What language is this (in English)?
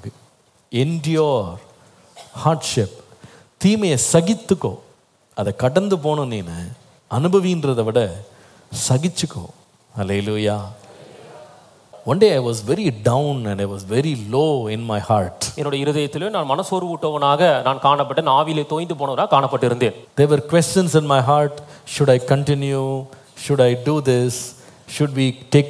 Tamil